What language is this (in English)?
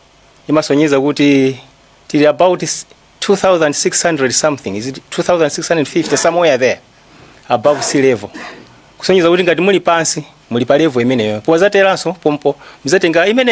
Nyanja